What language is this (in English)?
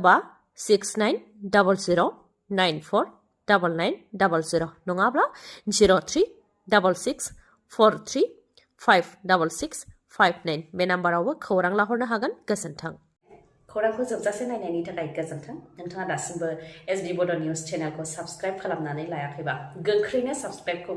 Bodo